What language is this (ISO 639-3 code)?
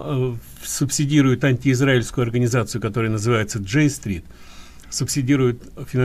rus